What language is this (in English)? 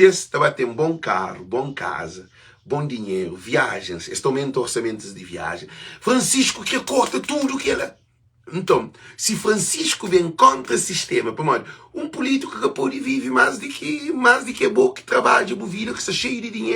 Kabuverdianu